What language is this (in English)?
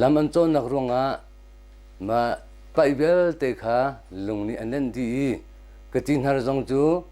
Hakha Chin